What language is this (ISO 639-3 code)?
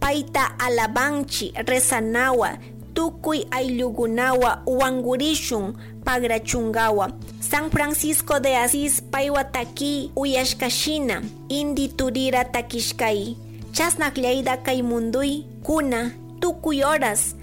qug